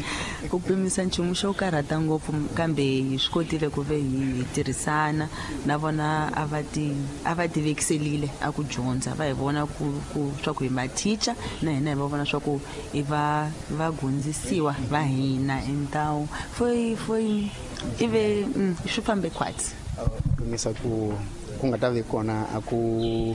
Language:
Tsonga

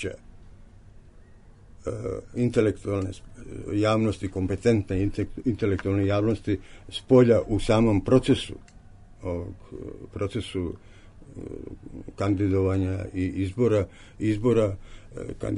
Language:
Serbian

